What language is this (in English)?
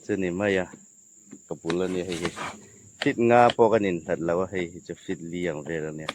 Hmar